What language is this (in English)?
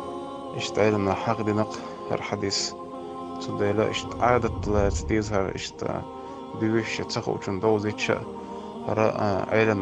Chechen